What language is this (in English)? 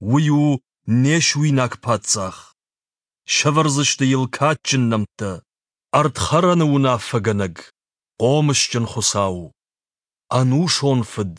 Ossetic